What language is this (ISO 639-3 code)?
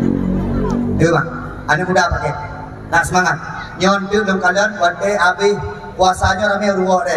msa